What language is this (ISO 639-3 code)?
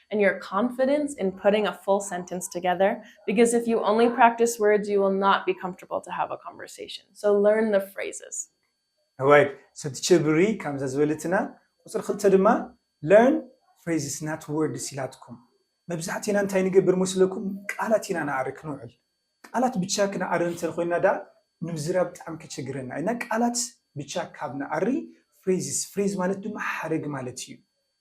tir